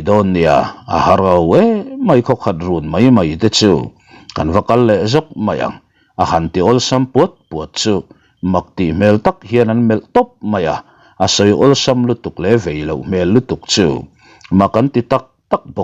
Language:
Mizo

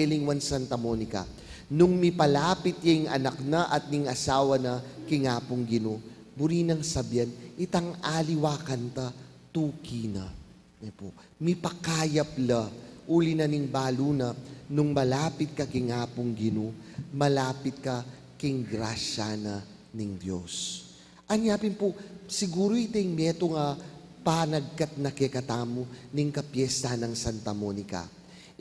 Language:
Pampanga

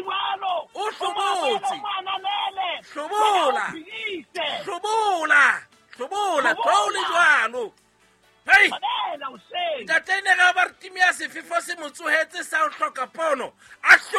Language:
Southern Sotho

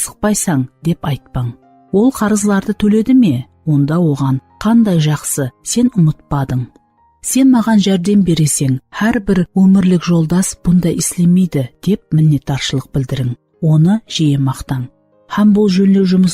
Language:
Kara-Kalpak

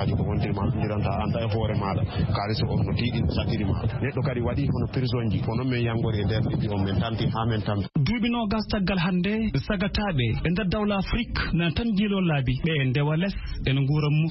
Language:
Fula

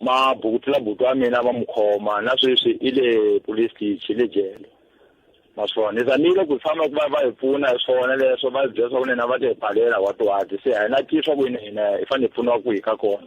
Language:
Tsonga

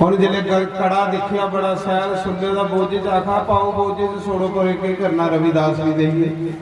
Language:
Dogri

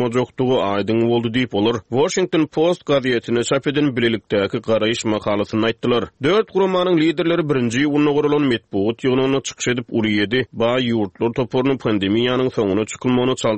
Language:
Turkmen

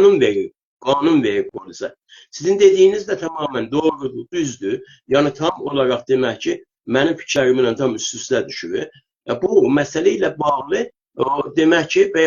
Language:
South Azerbaijani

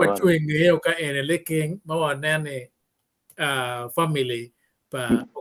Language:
Acoli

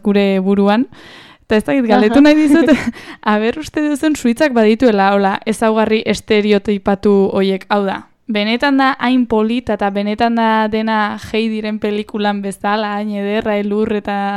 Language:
Basque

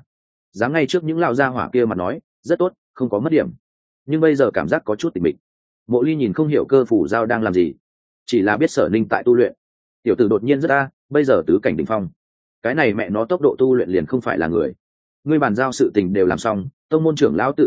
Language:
Vietnamese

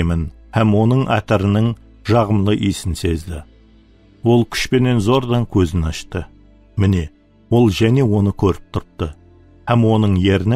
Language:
Kara-Kalpak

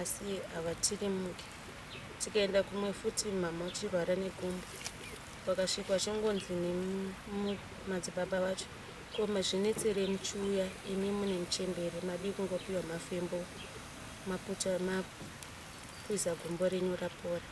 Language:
Shona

